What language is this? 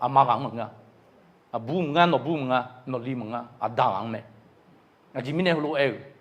Akha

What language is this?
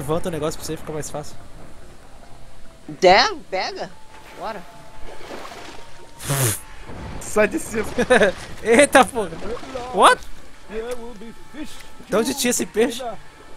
Portuguese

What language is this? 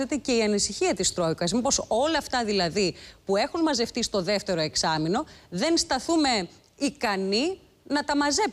Greek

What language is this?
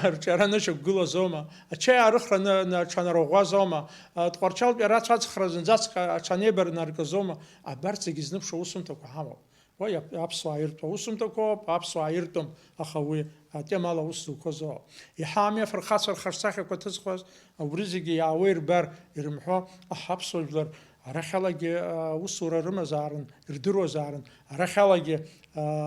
Abkhazian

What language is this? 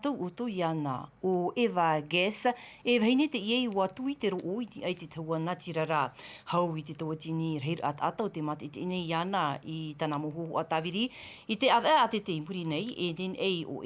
Tahitian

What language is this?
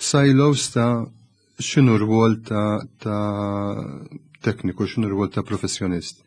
Maltese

